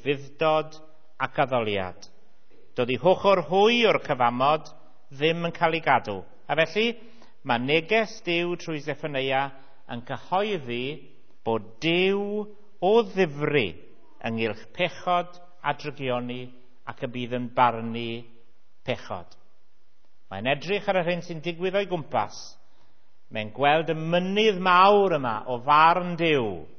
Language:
Welsh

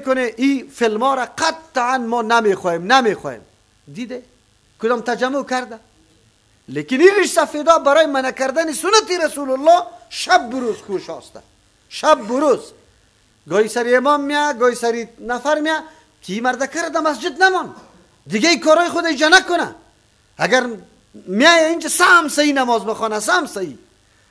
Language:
Persian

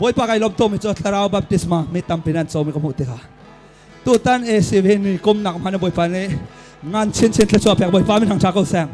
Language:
Hakha Chin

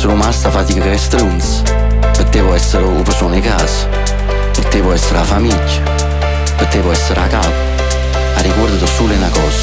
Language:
Neapolitan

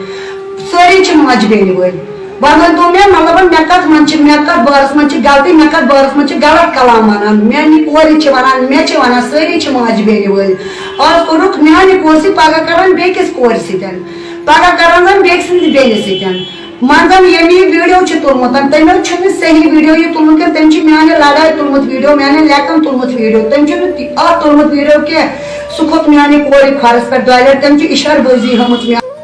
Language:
Kashmiri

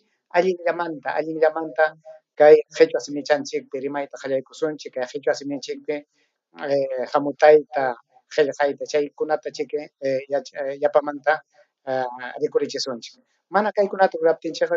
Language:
Ayacucho Quechua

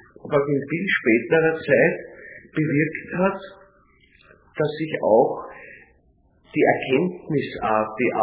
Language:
German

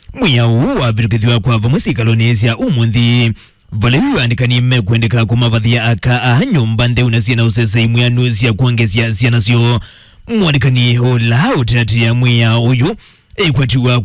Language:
Kamba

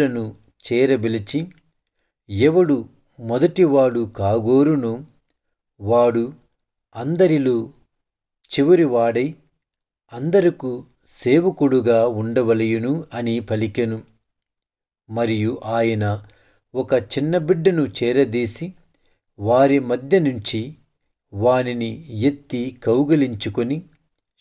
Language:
Telugu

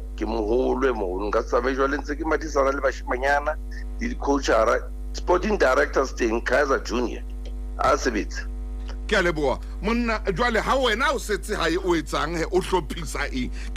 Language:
Southern Sotho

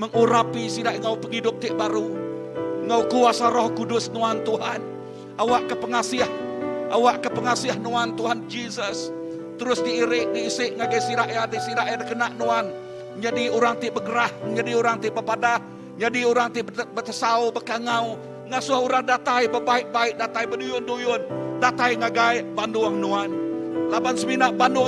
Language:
Iban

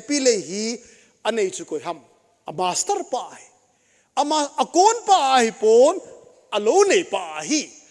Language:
Thado Chin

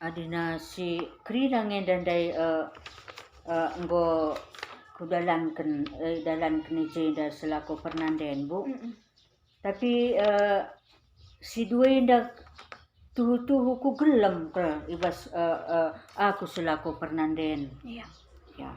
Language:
Batak Karo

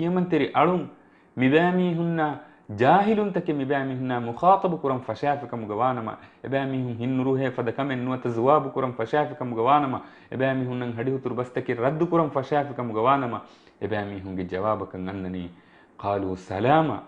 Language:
Divehi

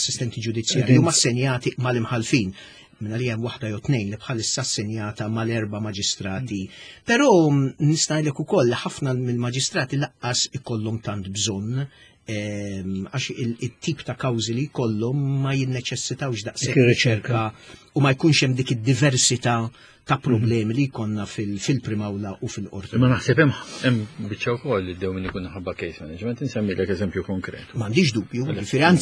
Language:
Maltese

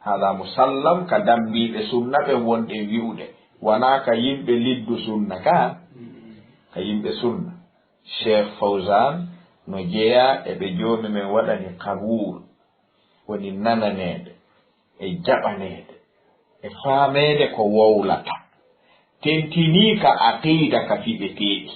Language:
Fula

